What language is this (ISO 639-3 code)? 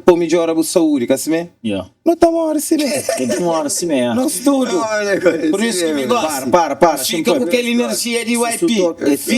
kea